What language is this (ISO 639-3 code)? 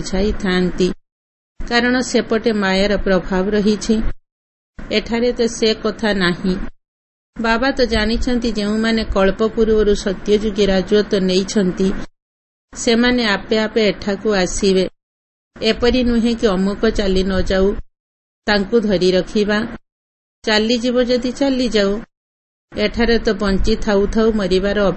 ori